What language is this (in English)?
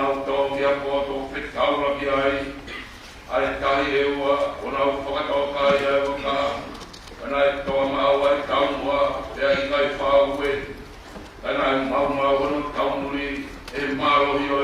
Tongan